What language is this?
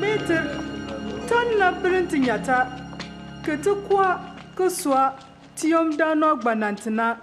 Bimoba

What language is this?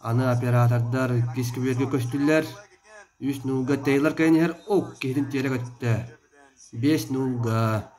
Yakut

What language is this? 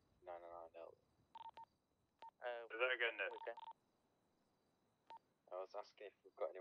English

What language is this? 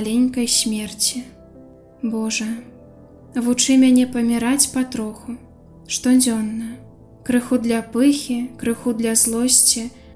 Belarusian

